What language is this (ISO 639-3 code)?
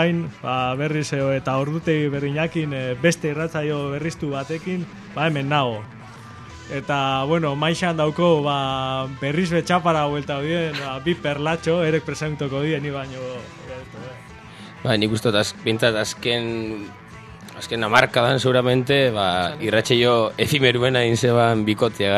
eus